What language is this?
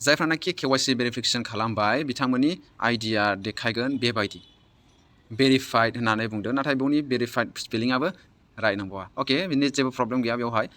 Bodo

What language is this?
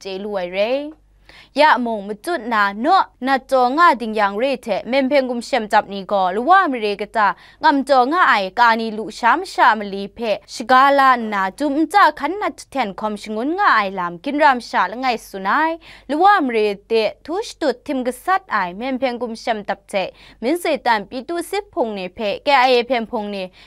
Kachin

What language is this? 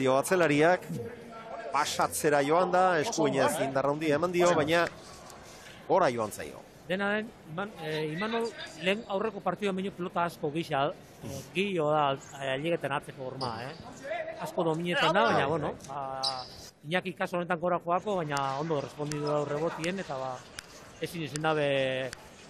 Basque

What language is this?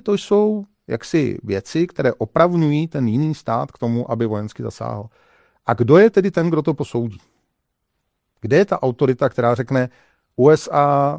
Czech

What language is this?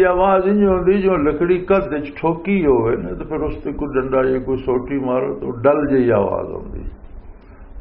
Western Panjabi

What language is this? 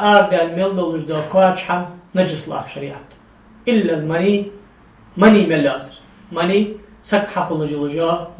Ingush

